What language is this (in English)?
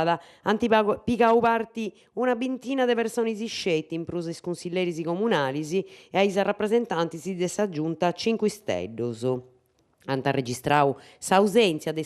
Sardinian